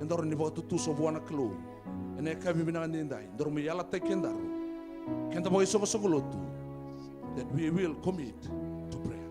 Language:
Fijian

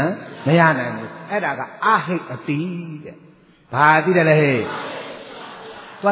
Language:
Burmese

